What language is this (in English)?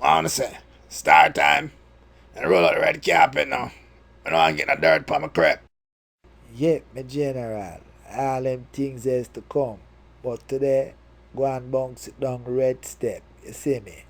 Jamaican Creole English